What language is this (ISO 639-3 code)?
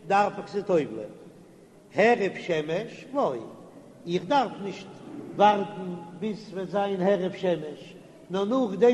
yid